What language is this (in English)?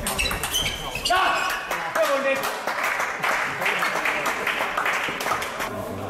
Finnish